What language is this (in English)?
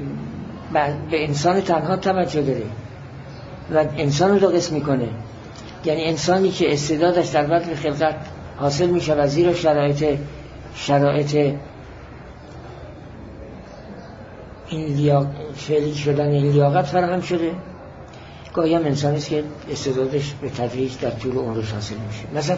Persian